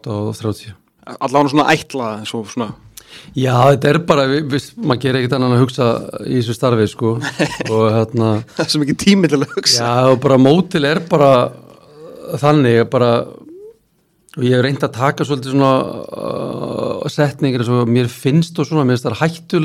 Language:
Icelandic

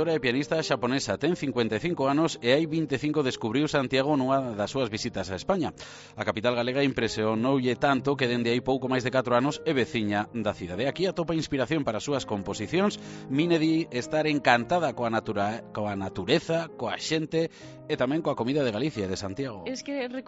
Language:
Galician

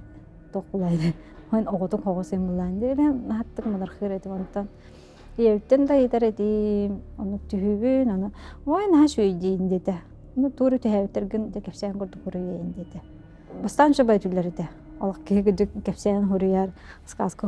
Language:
Yakut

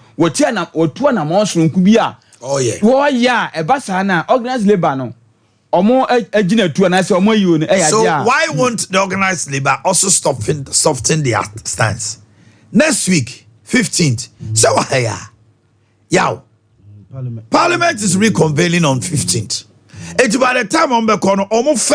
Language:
Akan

